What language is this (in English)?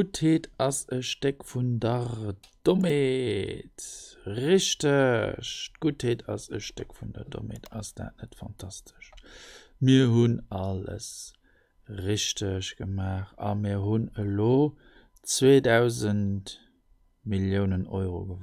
Luxembourgish